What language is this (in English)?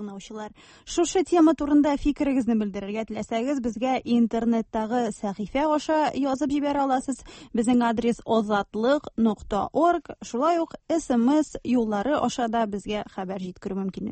Tatar